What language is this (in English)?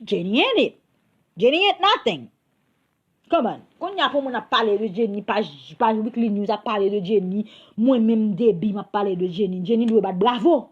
Haitian Creole